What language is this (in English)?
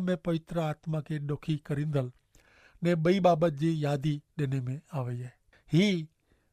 Kachhi